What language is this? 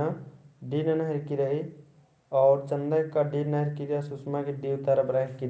Kurukh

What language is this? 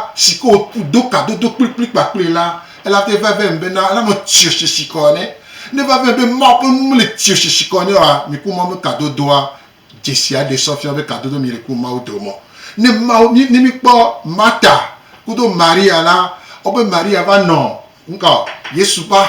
Gen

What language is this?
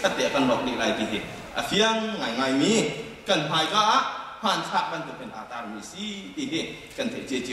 Hakha Chin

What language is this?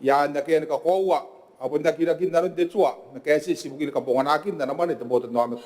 Gilbertese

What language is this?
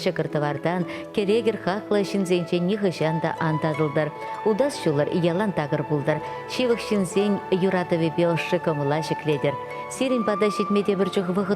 Chuvash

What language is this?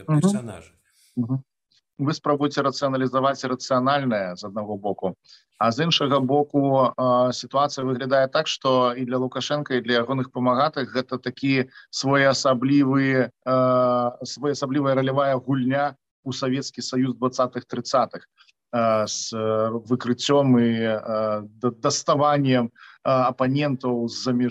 Belarusian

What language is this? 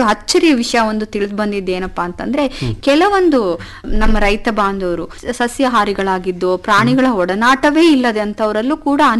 Kannada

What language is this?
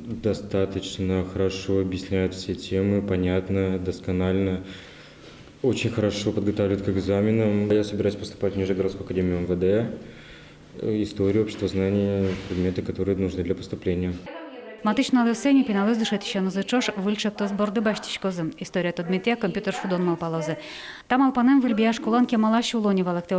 Udmurt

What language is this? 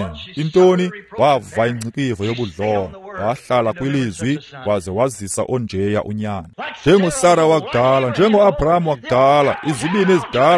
Xhosa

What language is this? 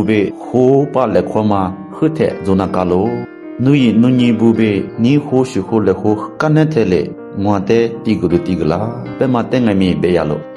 Lisu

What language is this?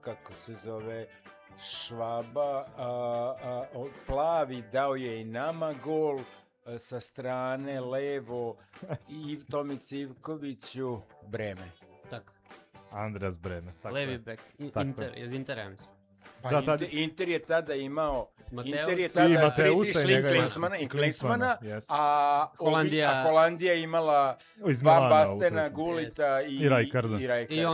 Serbian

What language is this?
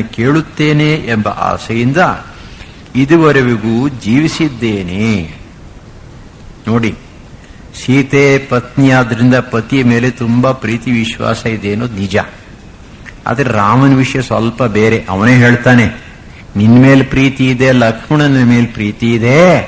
Kannada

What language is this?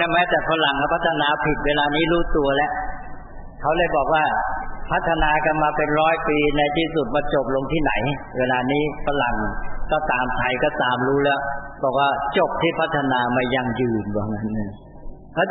Thai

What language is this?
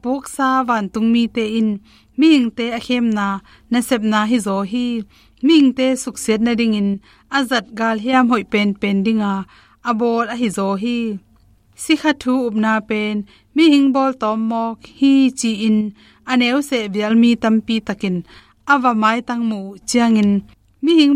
Tedim Chin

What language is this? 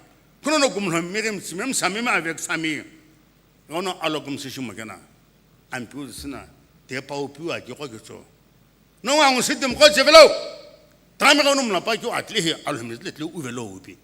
Sumi Naga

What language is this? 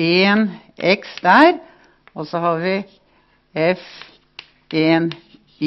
Norwegian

